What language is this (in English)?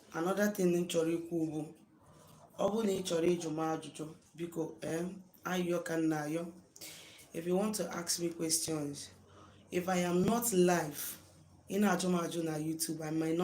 Igbo